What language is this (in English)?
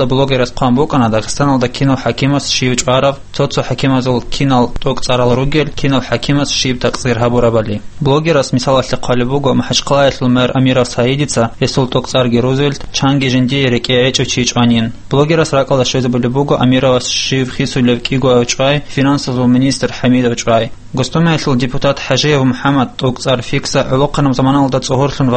Avaric